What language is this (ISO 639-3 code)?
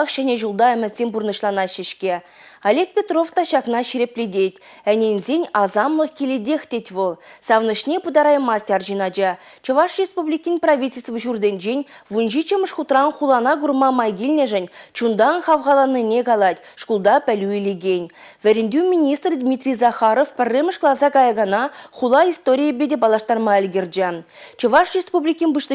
chv